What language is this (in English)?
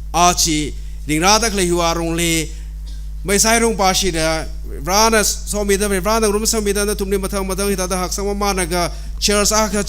Tangkhul Naga (India)